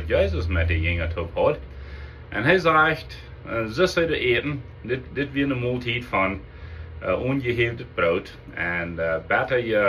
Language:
Plautdietsch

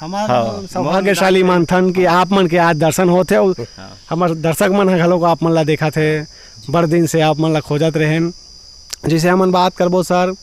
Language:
Chhattisgarhi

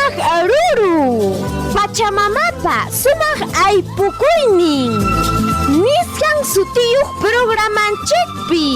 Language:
Ayacucho Quechua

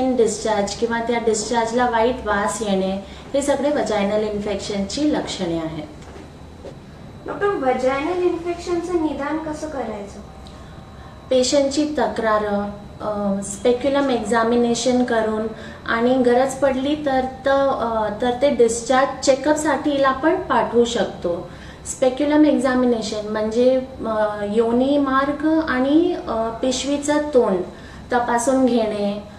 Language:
Marathi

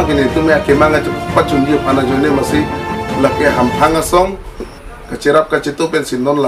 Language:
Karbi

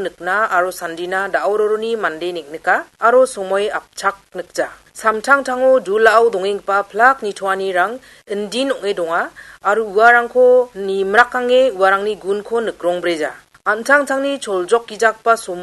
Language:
Garo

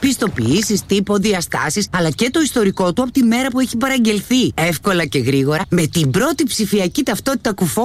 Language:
Greek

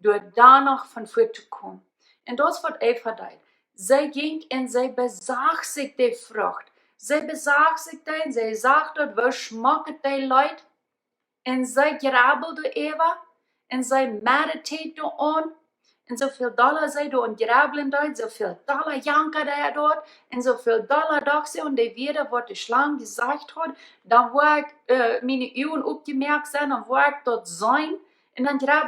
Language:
Plautdietsch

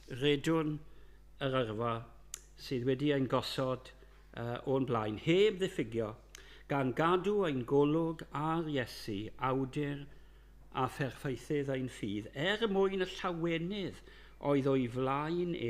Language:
Welsh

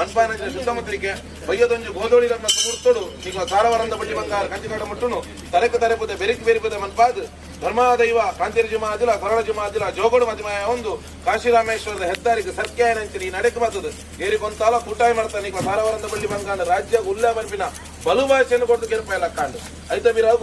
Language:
Tulu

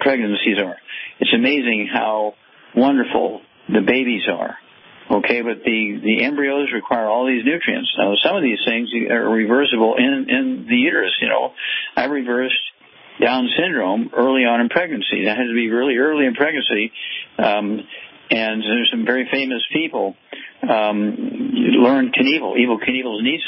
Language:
English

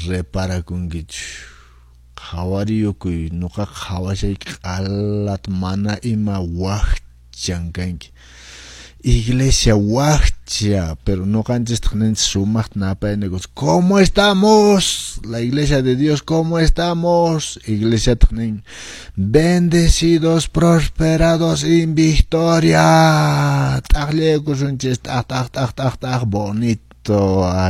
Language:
Quechua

